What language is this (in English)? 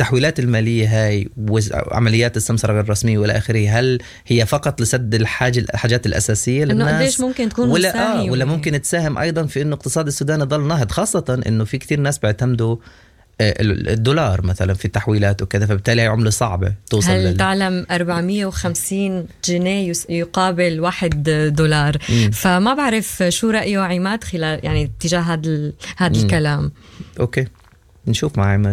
Sudanese Arabic